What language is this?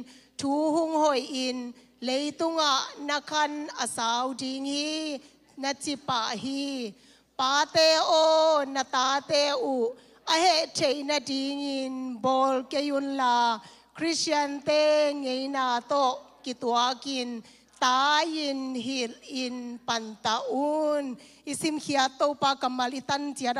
Tedim Chin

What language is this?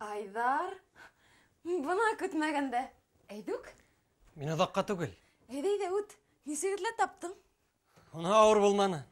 Bashkir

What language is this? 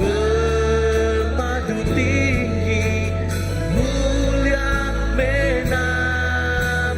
Iban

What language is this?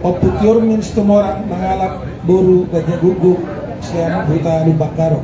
Batak Toba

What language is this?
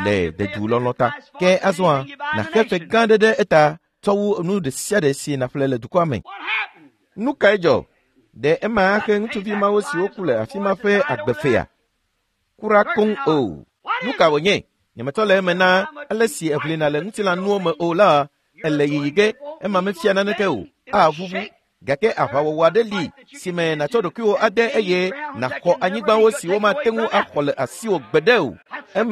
Ewe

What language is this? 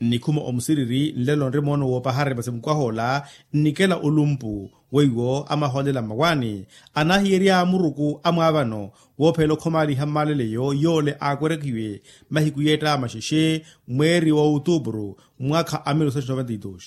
Makhuwa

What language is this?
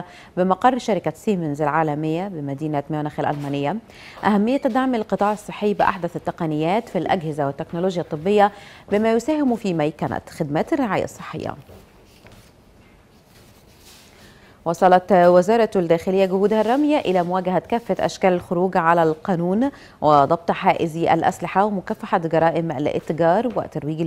Arabic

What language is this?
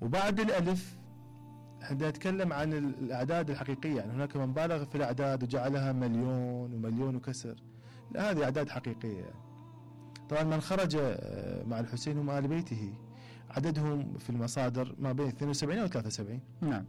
Mesopotamian Arabic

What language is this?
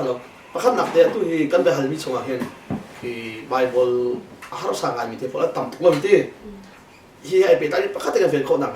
Hakha Chin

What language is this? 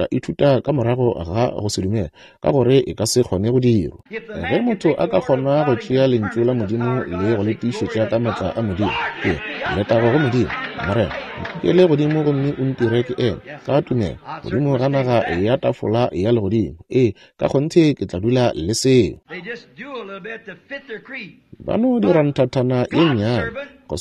Northern Sotho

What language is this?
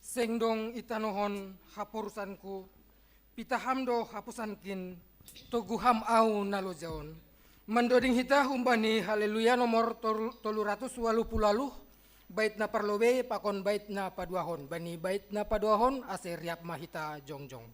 Batak Simalungun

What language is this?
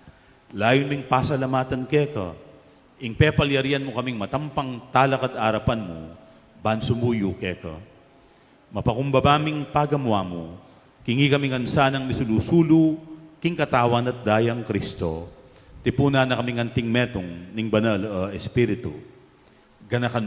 Pampanga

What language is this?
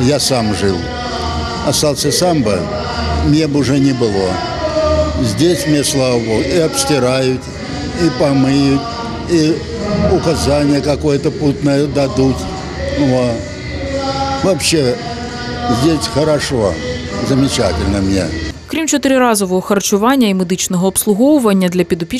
Ukrainian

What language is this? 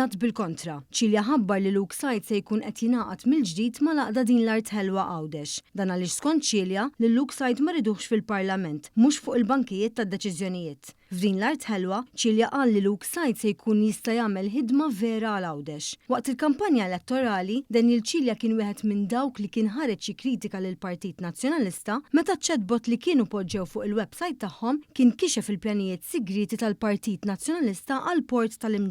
Maltese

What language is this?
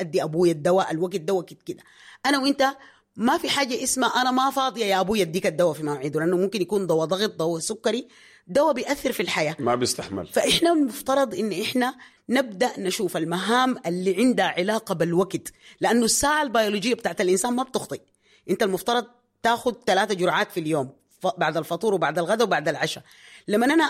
Sudanese Arabic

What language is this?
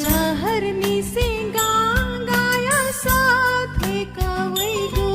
Newari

